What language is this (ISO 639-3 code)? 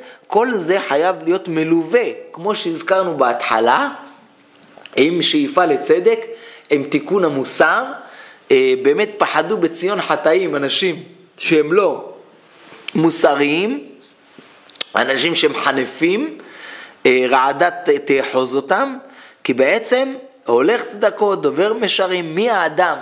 heb